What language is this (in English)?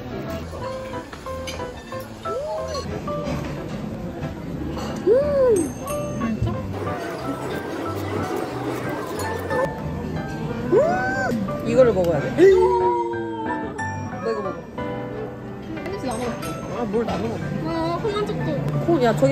Korean